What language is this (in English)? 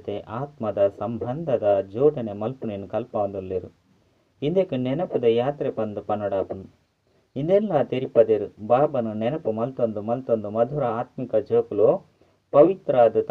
Tulu